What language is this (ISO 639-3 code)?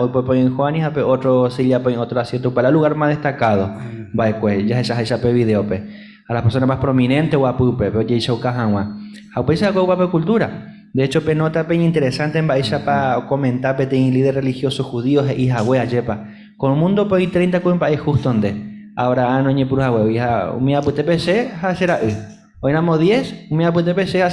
grn